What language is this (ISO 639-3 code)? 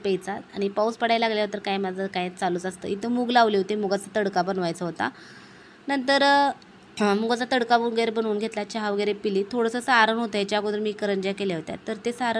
mar